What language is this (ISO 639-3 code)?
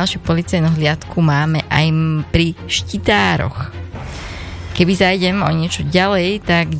slk